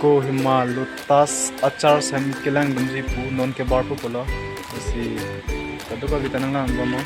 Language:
Karbi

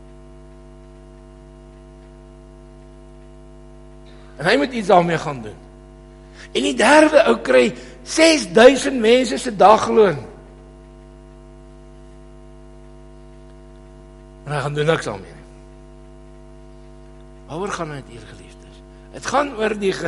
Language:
Afrikaans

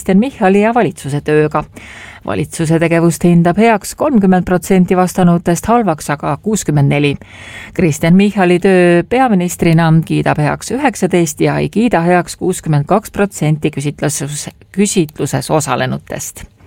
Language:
Estonian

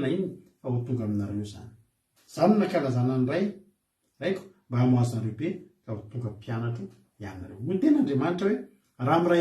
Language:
Malagasy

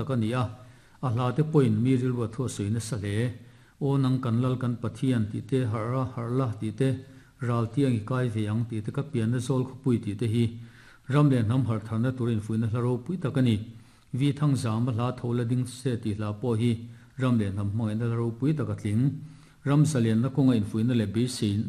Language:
Mizo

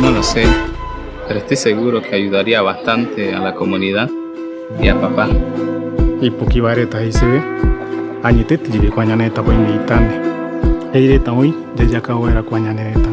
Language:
Guarani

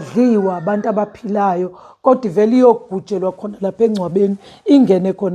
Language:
Zulu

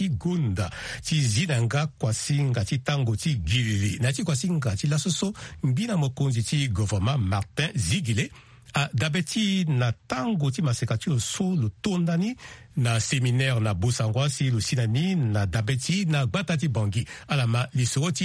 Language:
Sango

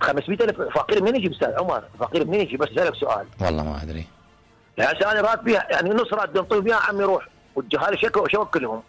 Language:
Mesopotamian Arabic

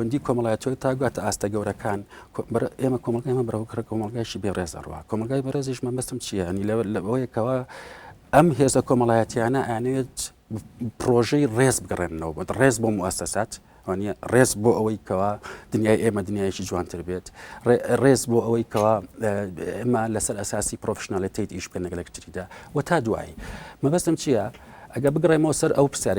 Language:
Central Kurdish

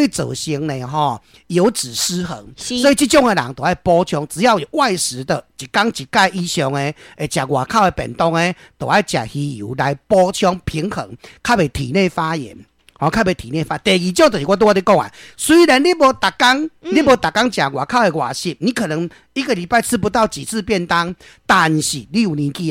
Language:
Min Nan Chinese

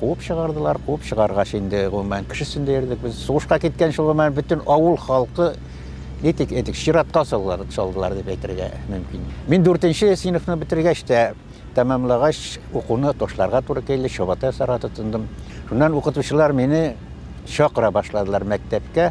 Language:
Bashkir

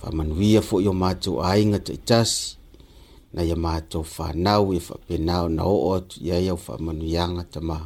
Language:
Samoan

